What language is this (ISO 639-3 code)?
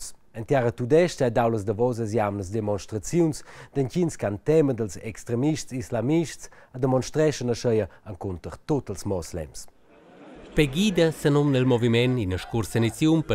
roh